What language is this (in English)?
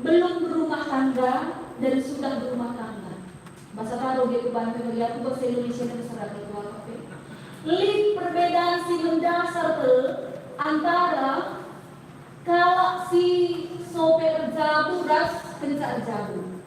Batak Karo